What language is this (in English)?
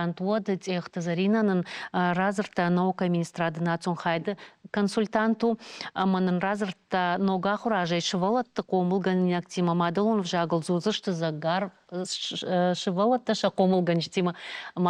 Ossetic